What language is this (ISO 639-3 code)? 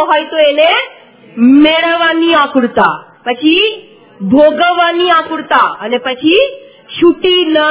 guj